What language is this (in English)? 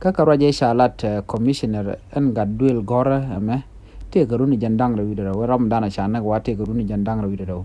Nuer